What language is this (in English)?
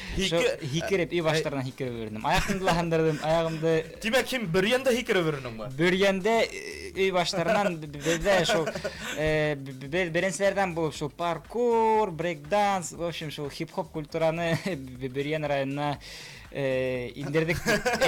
Bashkir